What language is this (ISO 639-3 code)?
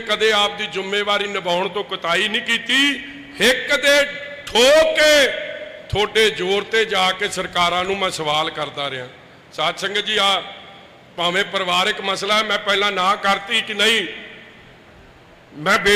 pan